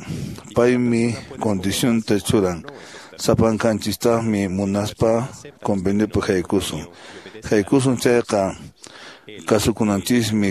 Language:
Quechua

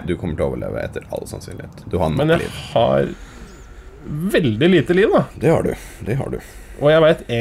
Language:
Norwegian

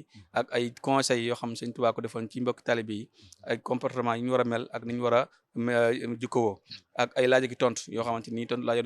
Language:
Wolof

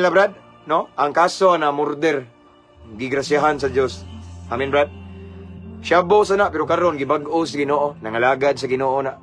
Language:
Cebuano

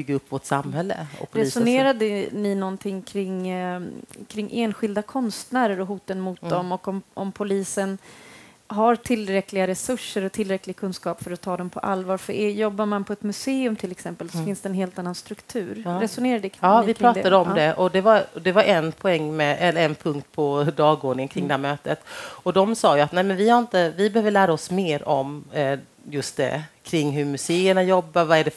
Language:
Swedish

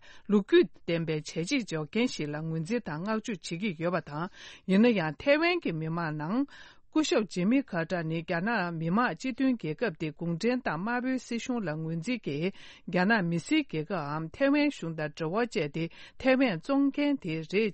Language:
Tibetan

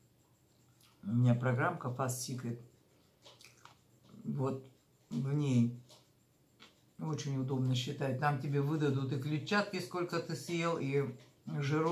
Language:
Russian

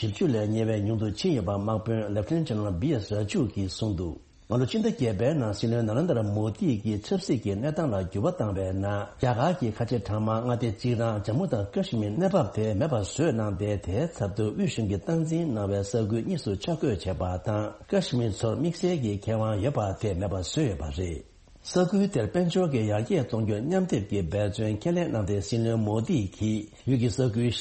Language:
Tibetan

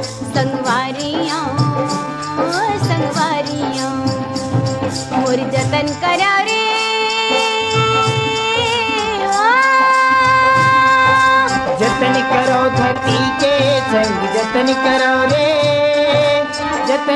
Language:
Chhattisgarhi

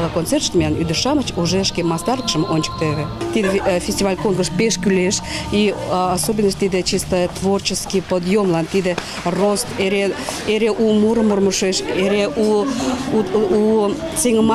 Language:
Mari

